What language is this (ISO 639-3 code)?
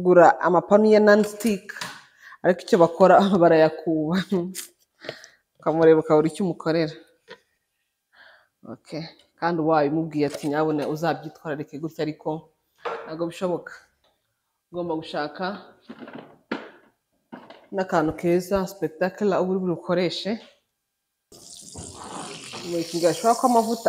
kin